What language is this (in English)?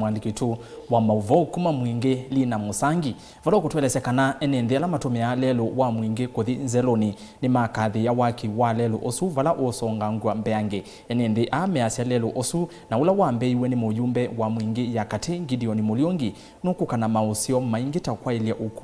Kamba